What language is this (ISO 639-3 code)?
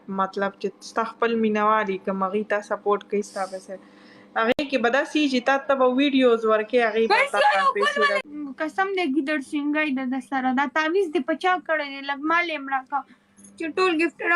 pus